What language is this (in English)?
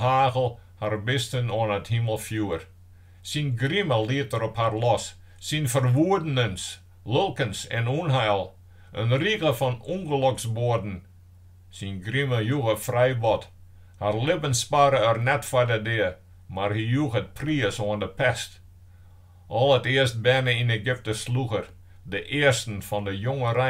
Western Frisian